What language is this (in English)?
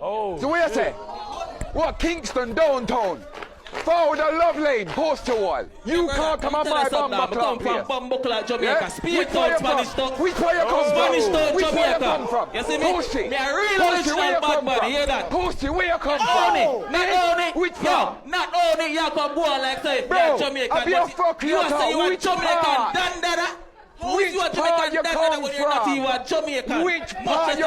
Jamaican Creole English